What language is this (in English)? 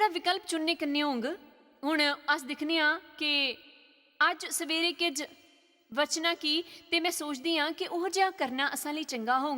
Dogri